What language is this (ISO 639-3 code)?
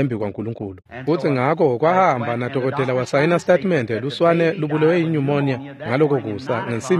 ssw